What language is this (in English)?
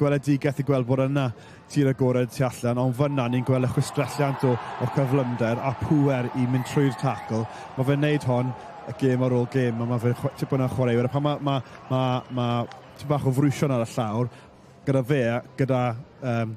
Welsh